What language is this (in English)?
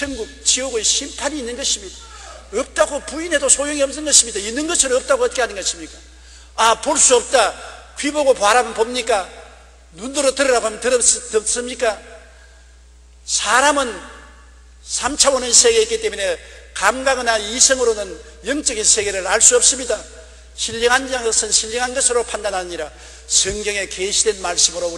Korean